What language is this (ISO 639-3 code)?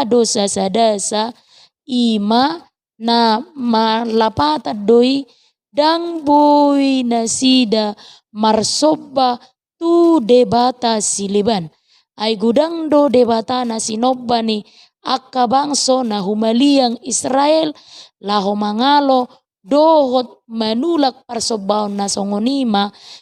bbc